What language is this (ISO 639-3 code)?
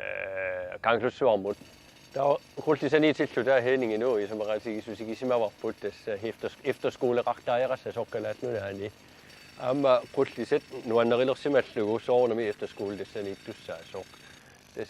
kal